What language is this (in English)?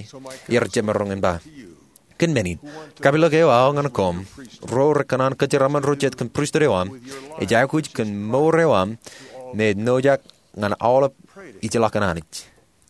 Marshallese